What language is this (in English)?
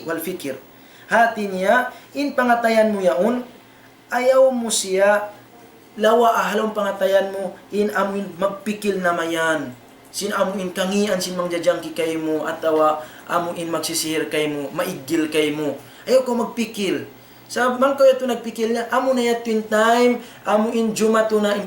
Tausug